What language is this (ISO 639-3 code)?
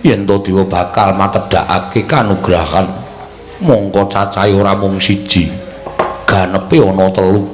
jav